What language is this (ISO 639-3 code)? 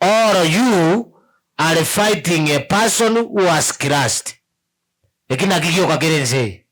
guz